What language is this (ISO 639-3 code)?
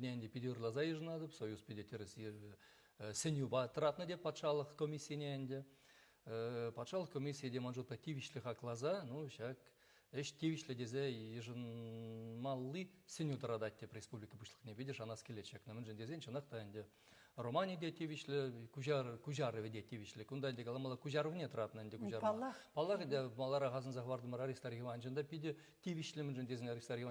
chv